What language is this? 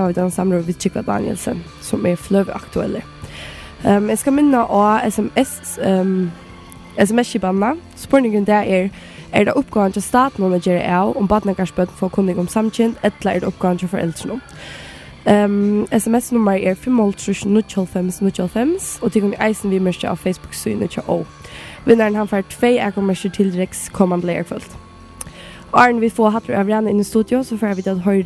Faroese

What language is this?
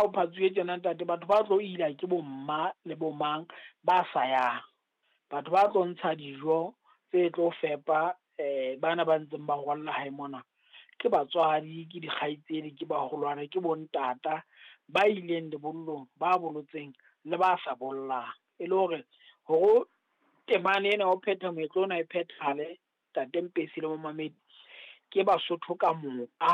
Southern Sotho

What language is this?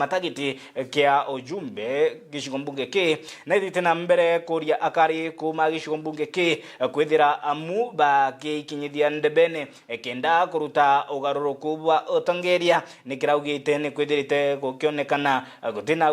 Meru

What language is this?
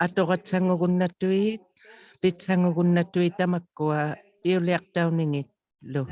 Inuktitut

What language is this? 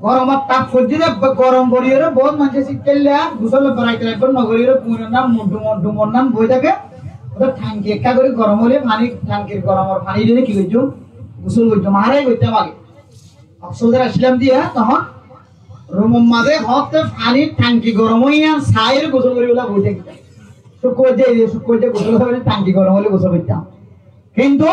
Rohingya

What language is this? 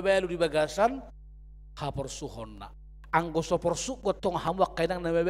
Batak Toba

